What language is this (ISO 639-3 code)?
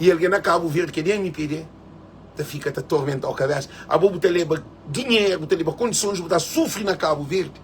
kea